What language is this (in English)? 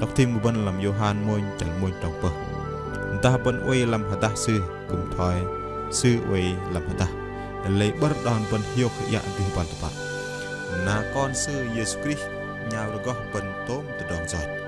Bahnar